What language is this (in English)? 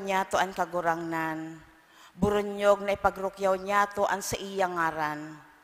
Bikol